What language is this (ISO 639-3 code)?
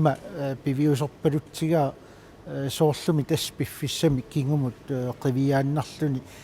kal